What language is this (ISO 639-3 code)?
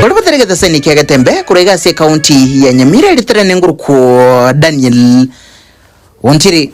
guz